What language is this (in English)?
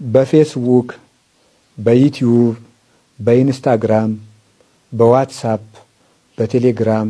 Amharic